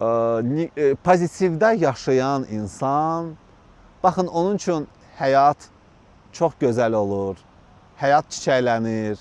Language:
Azerbaijani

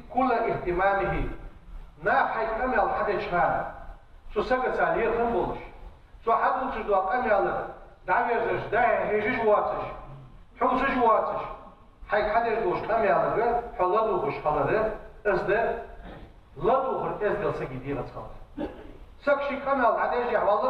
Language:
Ingush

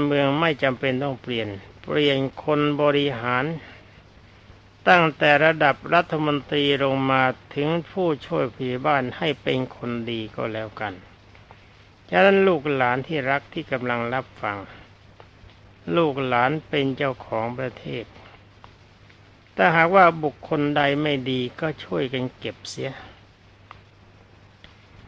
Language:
Thai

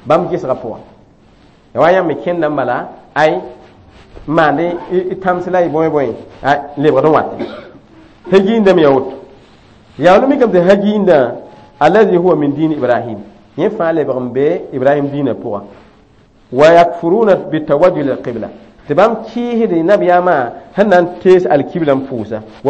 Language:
Mossi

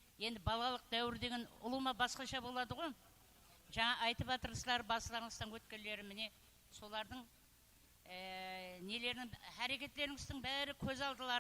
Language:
Kara-Kalpak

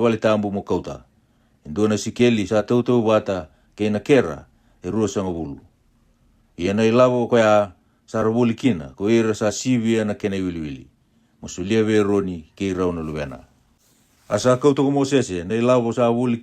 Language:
Fijian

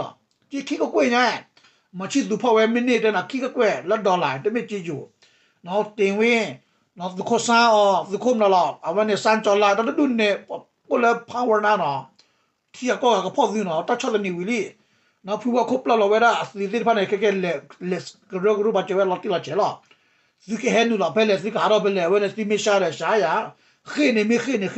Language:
S'gaw Karen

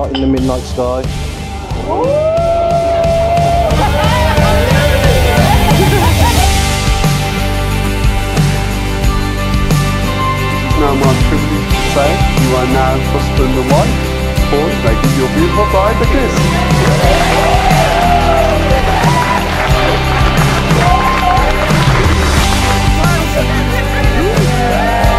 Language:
English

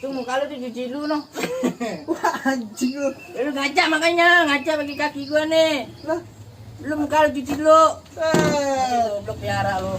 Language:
Betawi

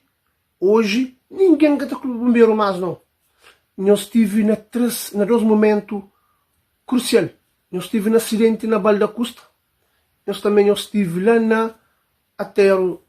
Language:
Kabuverdianu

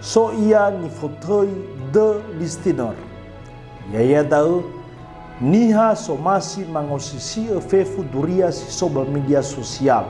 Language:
Nias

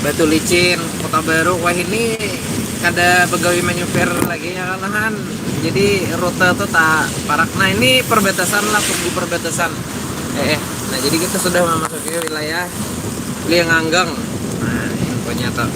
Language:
Banjar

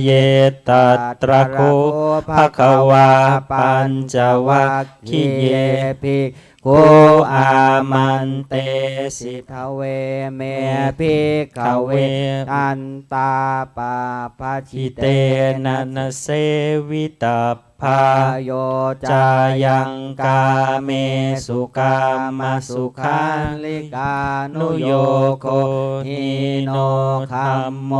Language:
Pali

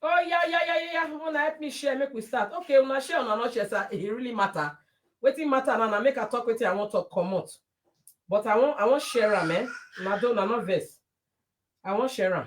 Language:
Nigerian Pidgin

